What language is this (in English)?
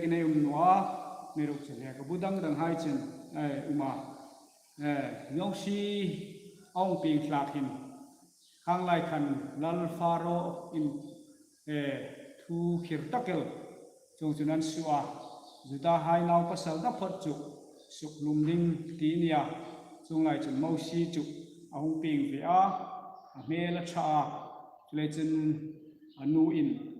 Hmar